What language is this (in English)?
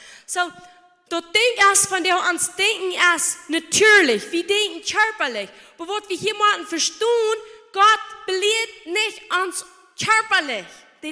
Plautdietsch